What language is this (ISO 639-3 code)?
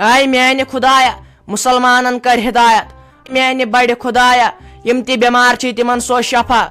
kas